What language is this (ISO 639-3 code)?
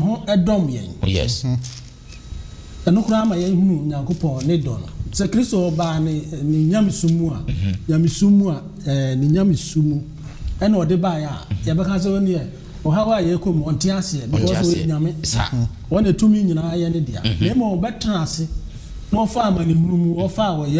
aka